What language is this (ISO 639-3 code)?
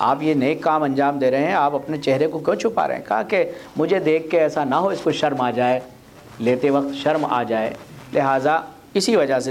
urd